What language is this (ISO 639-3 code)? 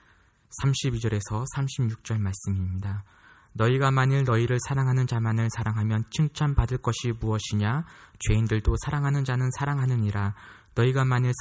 kor